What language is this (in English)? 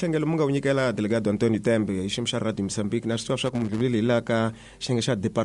Tsonga